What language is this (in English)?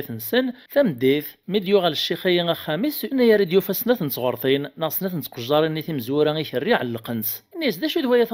Kabyle